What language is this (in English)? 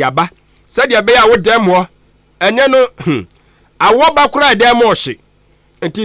Akan